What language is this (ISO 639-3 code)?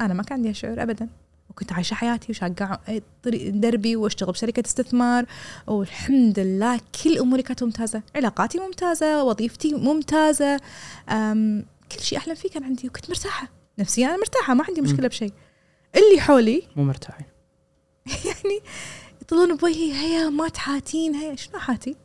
afb